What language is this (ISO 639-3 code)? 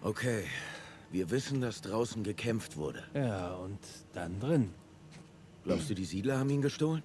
gsw